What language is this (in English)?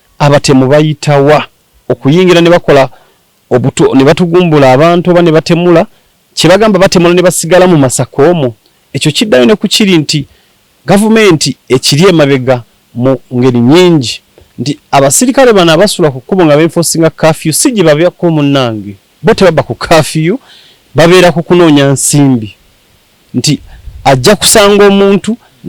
Ganda